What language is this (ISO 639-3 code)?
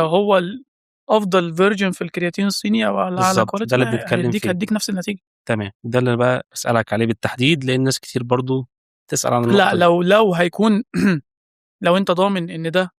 arz